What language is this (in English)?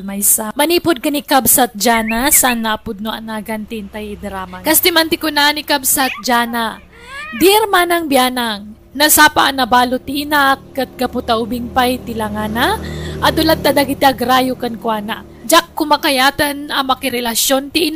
Iloko